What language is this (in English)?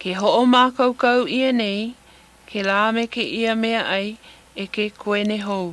Hawaiian